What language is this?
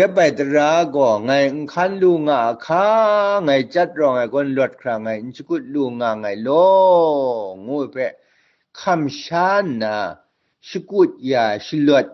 Kachin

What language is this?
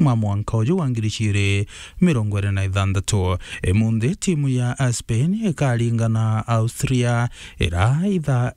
Meru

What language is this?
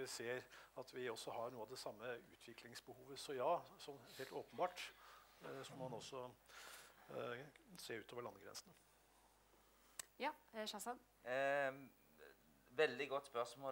Norwegian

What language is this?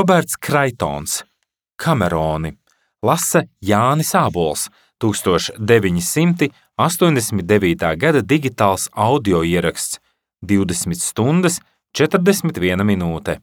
Latvian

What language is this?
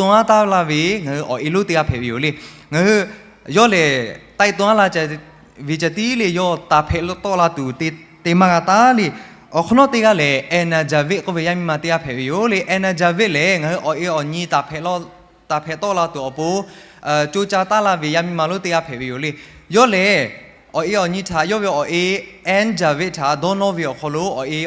Lahu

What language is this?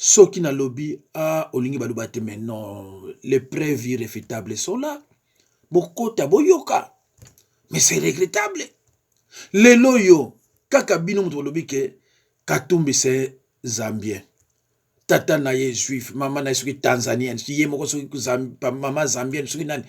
Lingala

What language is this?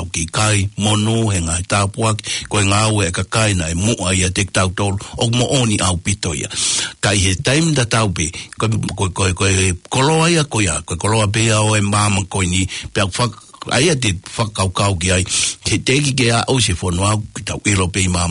Tongan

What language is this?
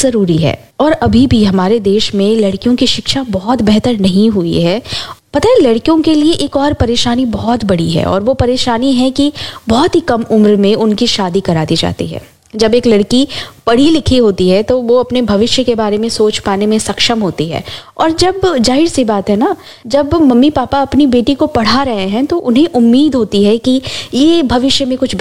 Hindi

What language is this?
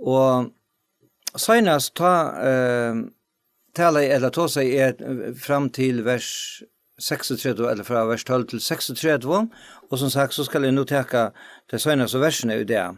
Faroese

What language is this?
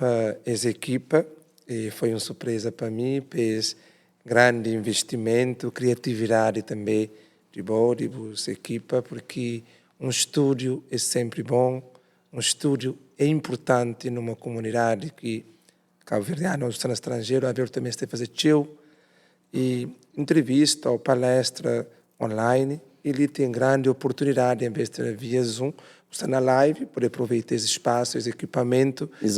Kabuverdianu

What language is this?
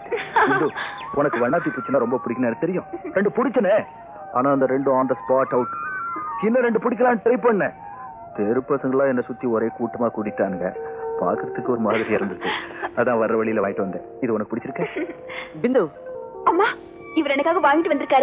Tamil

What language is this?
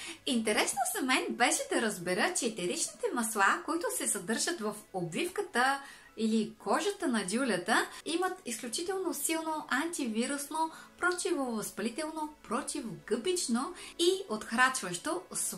Bulgarian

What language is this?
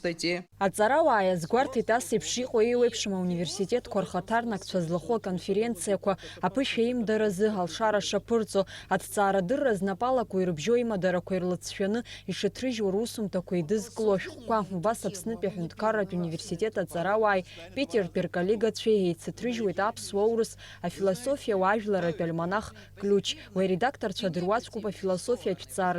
Abkhazian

